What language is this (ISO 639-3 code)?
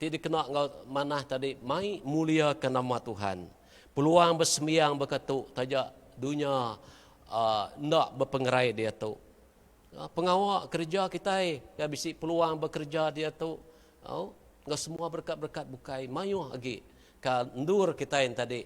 iba